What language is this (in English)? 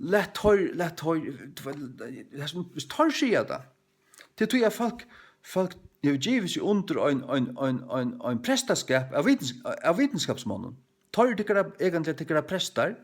Faroese